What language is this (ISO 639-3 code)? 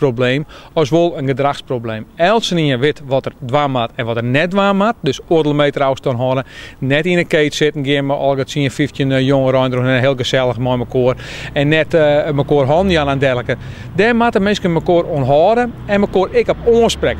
fry